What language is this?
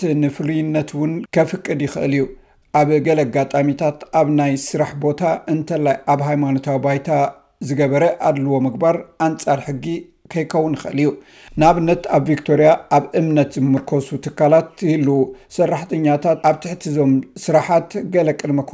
Tigrinya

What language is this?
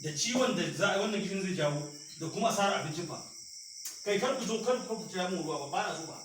Hausa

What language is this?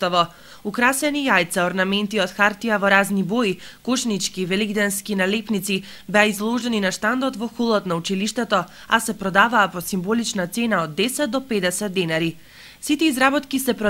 Macedonian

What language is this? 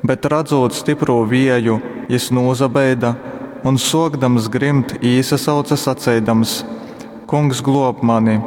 Latgalian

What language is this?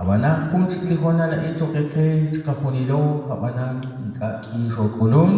Kekchí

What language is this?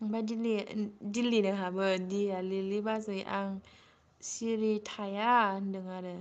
Bodo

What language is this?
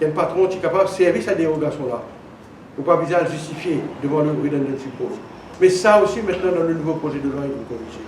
Morisyen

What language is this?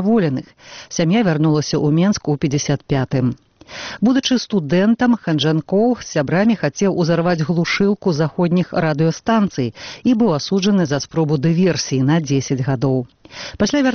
Belarusian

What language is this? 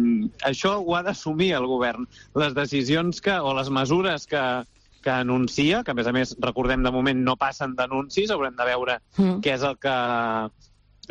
Catalan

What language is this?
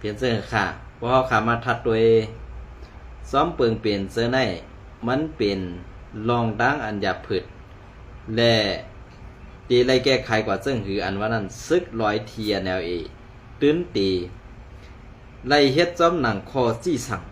Shan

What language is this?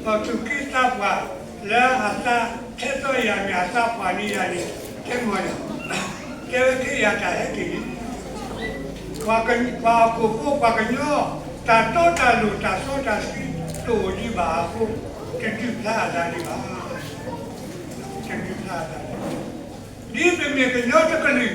S'gaw Karen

